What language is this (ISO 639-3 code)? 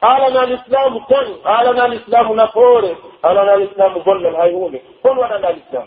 fuf